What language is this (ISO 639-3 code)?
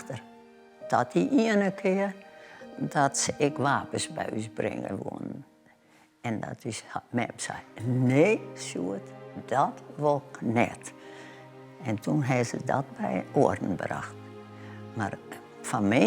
fry